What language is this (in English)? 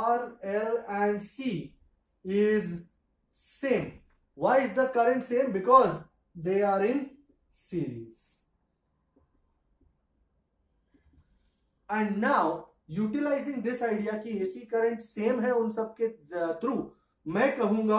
Hindi